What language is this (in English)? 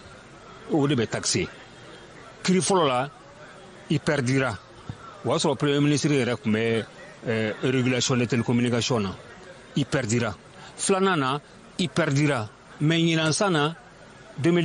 Bambara